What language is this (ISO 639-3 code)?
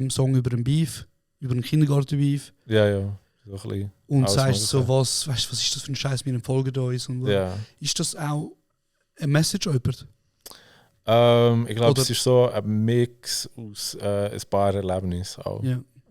gsw